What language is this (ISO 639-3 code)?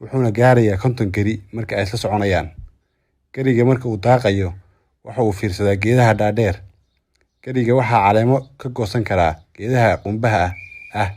som